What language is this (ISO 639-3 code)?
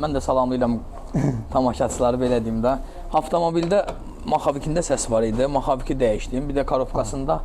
aze